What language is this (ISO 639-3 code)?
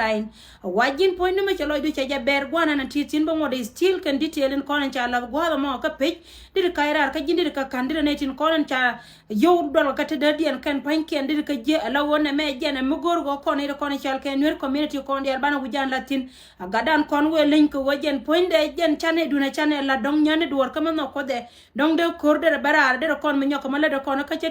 nus